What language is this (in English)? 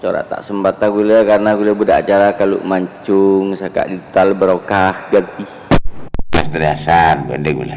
Madurese